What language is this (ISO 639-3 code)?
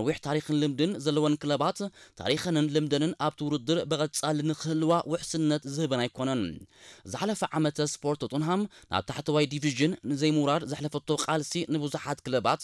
tir